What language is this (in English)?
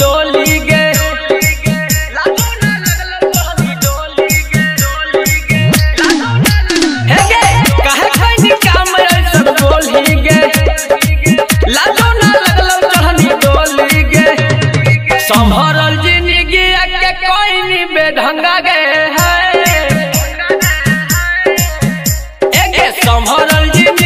Magahi